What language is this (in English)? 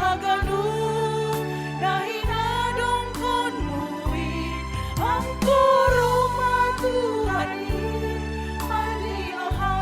Batak Simalungun